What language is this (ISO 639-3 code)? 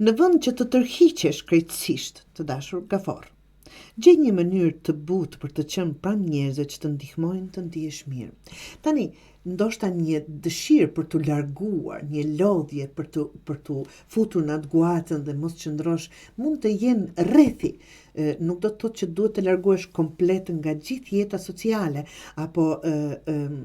sqi